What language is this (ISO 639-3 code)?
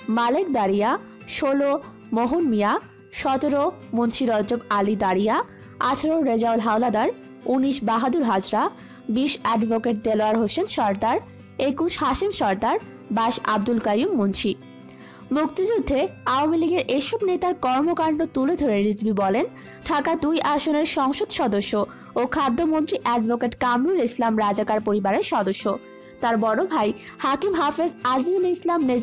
ben